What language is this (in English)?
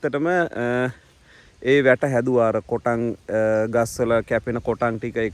Sinhala